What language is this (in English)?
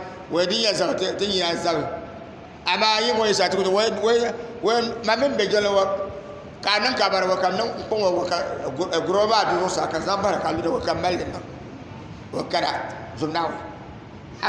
Dagbani